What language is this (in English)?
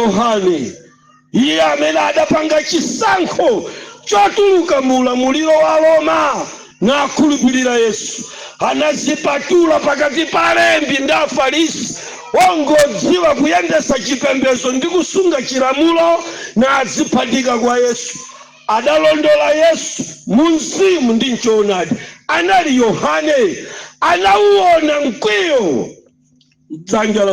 Nyanja